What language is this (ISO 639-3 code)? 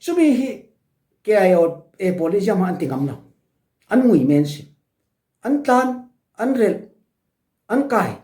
cfm